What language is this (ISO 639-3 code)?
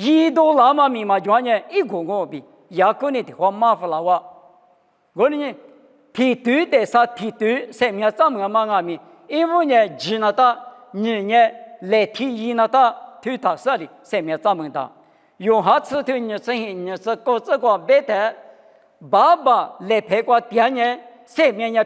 lis